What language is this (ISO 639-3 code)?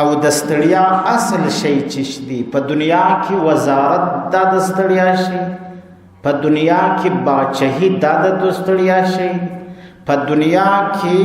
pus